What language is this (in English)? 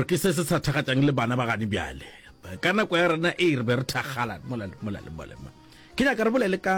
Northern Sotho